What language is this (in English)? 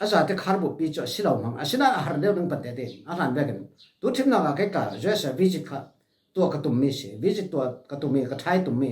Falam Chin